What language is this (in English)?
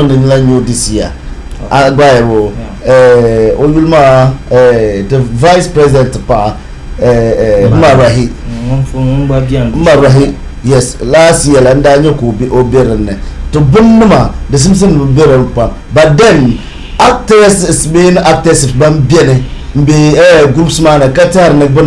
Dagbani